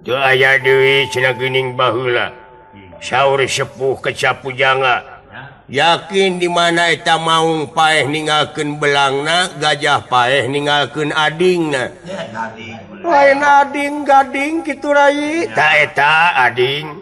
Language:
Sundanese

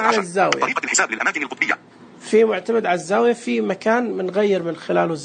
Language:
Najdi Arabic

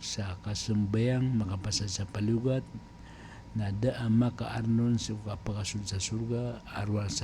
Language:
Maranao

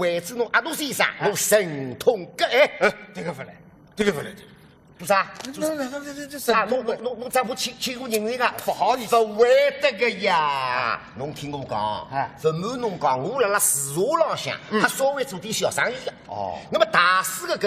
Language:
Wu Chinese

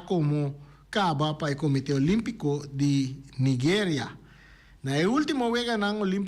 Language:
Papiamento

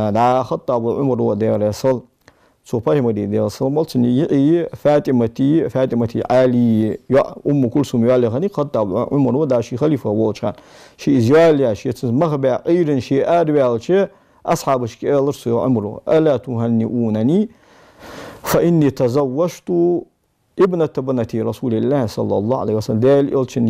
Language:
Ingush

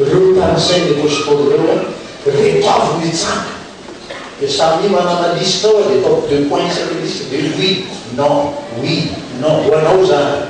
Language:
Malagasy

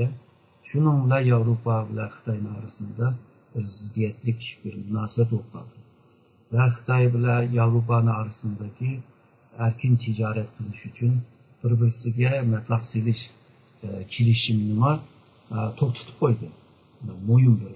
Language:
Uyghur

